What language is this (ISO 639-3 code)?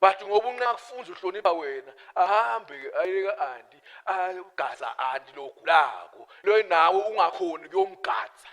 ssw